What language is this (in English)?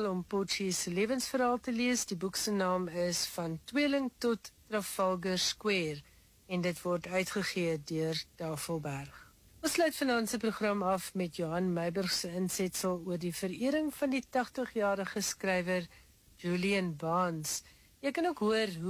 Afrikaans